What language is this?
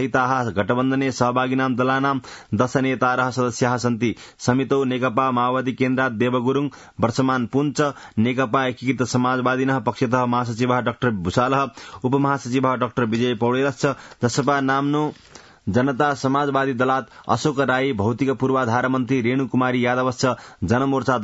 Sanskrit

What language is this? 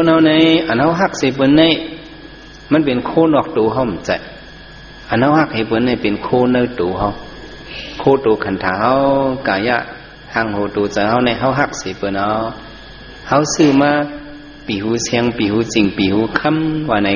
Shan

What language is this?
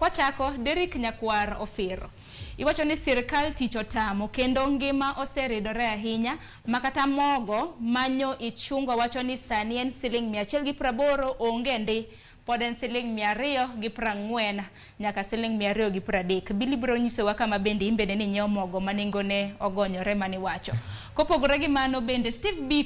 Luo (Kenya and Tanzania)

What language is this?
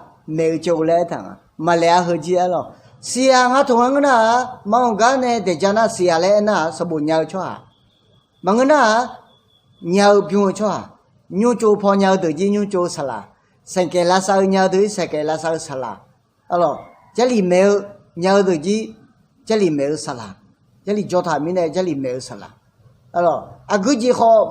Akha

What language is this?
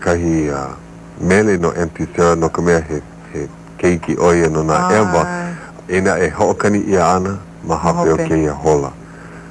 Hawaiian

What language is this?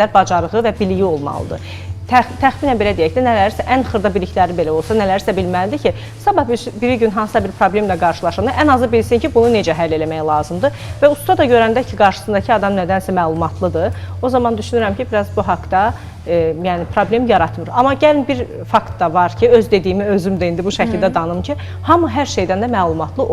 Azerbaijani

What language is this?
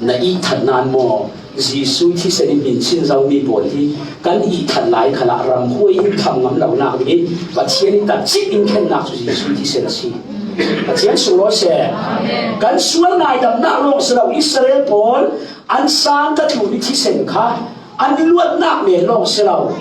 Falam Chin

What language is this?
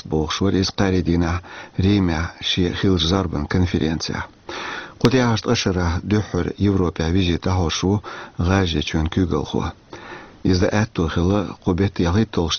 Chechen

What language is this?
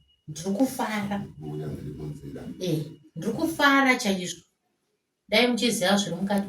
Shona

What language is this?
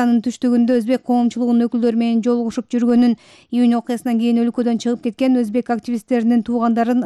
Kyrgyz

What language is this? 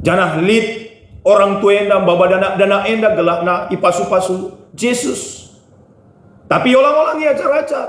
Batak Karo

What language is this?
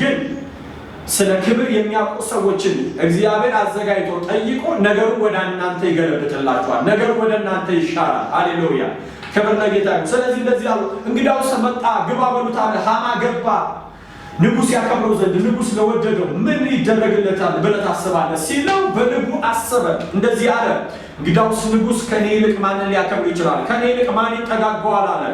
Amharic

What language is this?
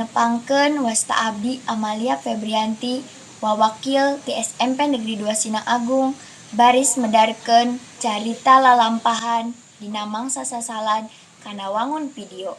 Sundanese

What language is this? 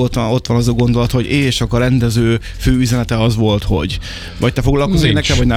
Hungarian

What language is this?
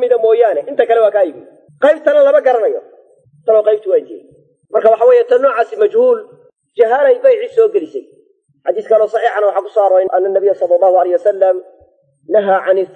Somali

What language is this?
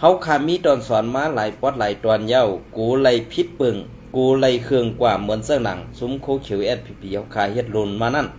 Shan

